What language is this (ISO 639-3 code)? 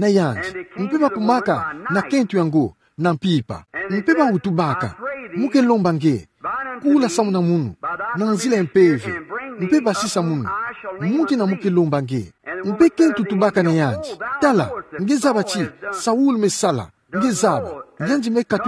ktu